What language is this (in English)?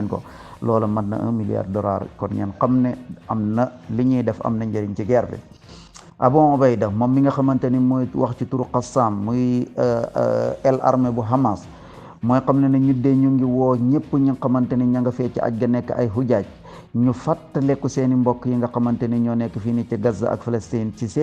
Wolof